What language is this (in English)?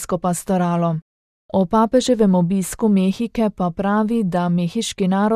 Slovenian